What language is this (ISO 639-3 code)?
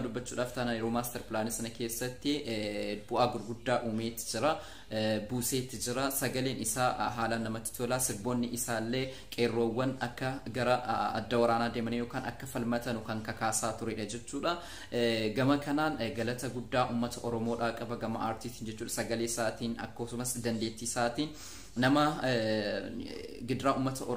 orm